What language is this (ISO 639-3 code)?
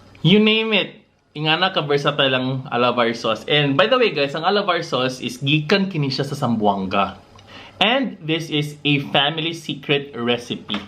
ceb